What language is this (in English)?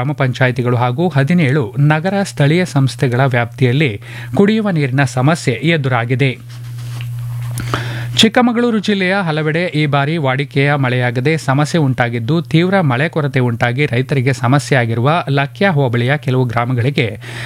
Kannada